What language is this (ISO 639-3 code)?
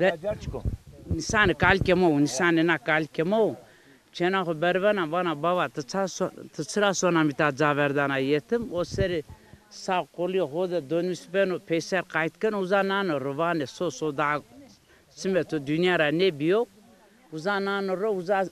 zza